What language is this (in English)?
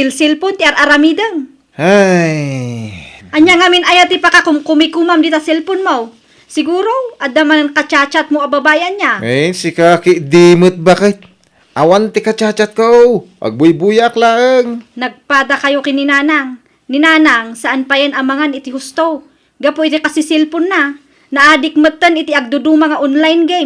Iloko